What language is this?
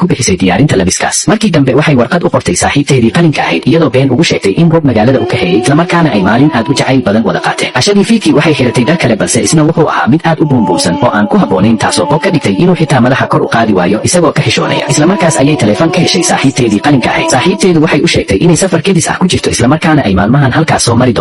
Somali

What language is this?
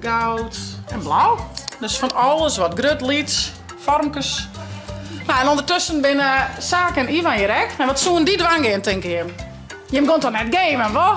Western Frisian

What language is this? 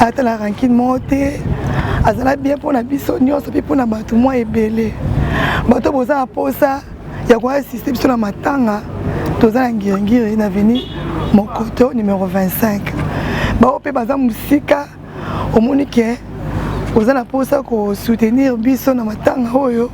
Lingala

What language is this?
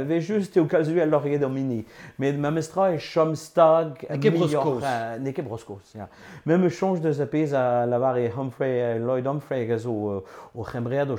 Breton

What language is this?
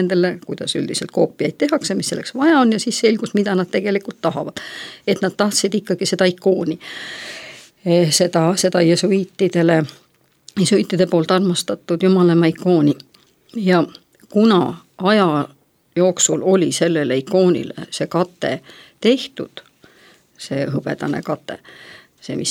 Estonian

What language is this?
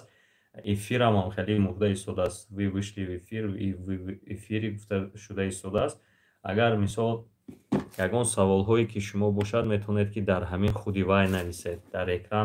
Tajik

